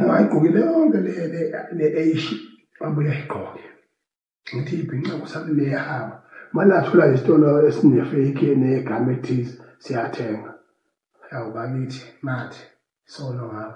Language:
Zulu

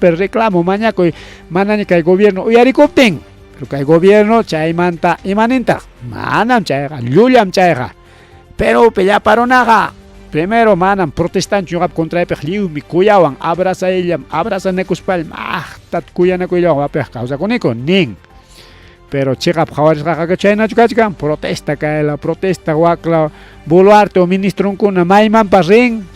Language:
Ayacucho Quechua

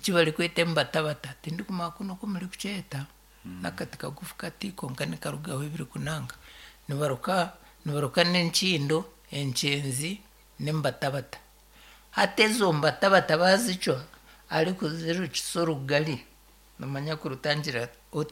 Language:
Nyankole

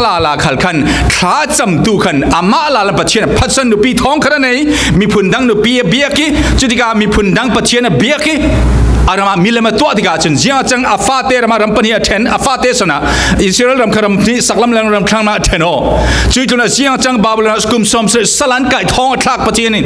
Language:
Falam Chin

